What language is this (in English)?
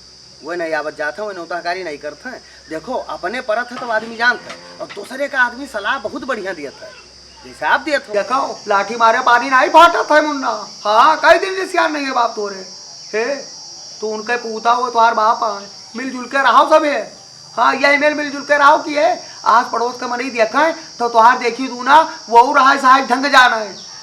Awadhi